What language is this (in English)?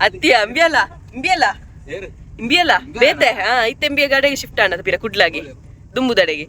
Tulu